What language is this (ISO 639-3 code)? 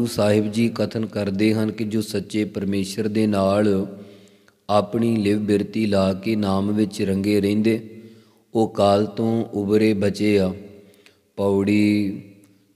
pan